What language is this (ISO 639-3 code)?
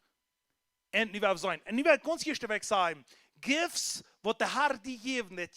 pdt